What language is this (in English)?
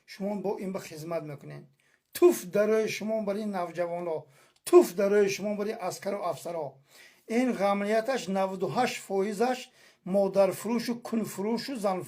Tajik